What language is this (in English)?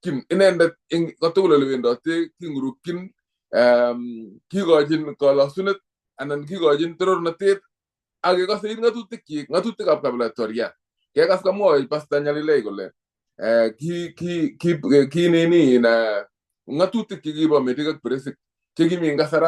Kalenjin